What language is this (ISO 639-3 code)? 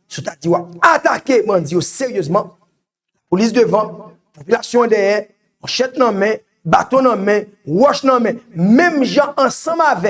hat